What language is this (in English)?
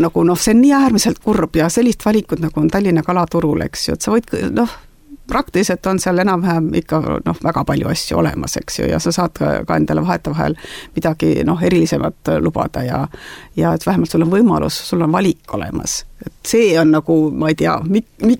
Estonian